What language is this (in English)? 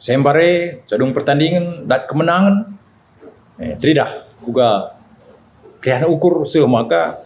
Batak Karo